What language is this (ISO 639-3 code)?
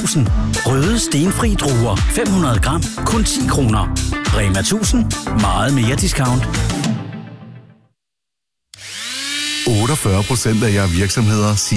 dan